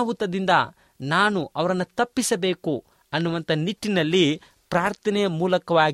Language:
Kannada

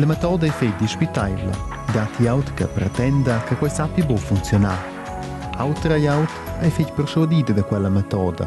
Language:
Romansh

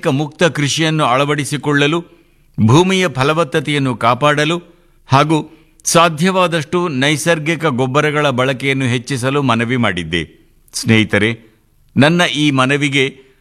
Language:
Kannada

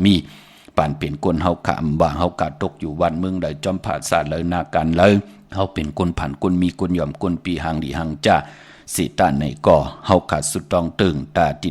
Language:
Shan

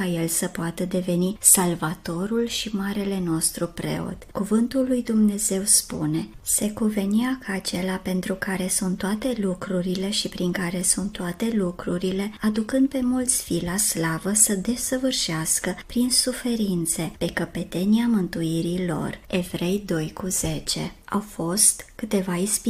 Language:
Romanian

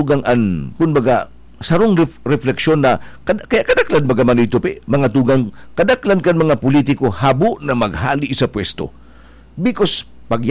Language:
Bikol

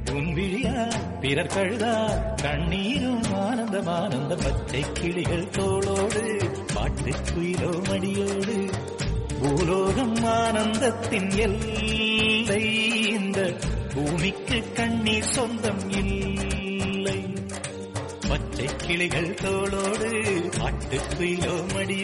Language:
Tamil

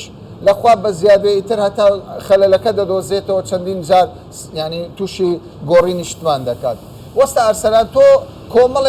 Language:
Central Kurdish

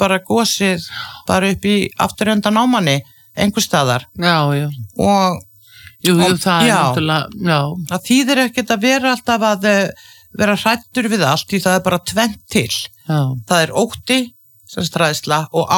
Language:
Icelandic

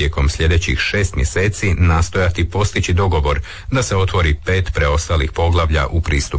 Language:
Croatian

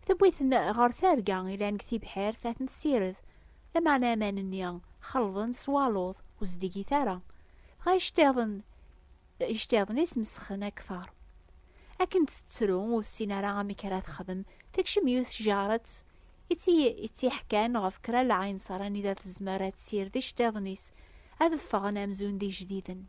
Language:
Kabyle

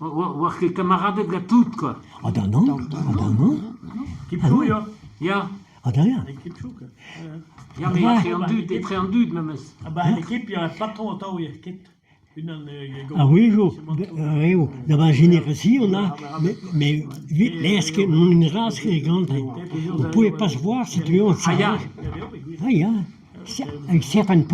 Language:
Breton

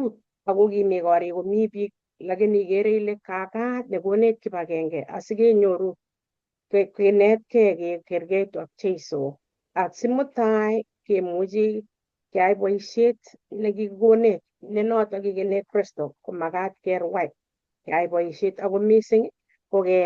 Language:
Kalenjin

